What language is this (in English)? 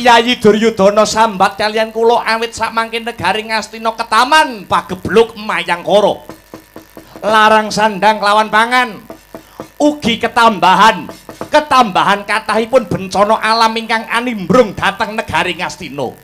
Javanese